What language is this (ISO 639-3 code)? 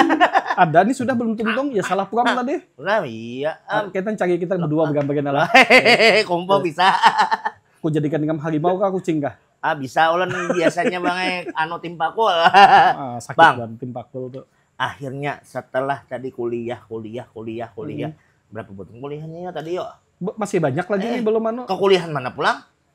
bjn